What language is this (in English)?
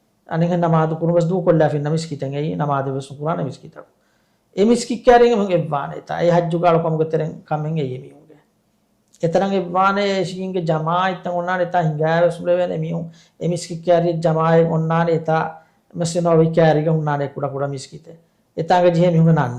Divehi